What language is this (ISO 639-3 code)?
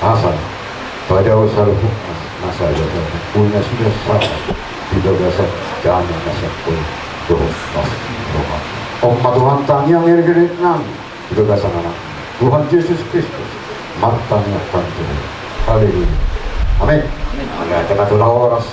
bbc